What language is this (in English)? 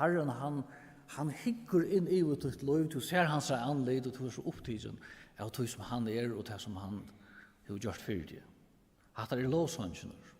Faroese